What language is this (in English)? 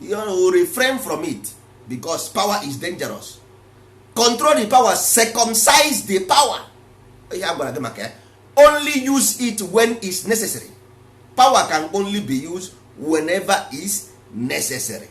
Igbo